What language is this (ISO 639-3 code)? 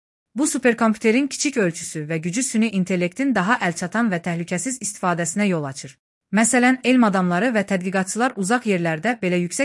aze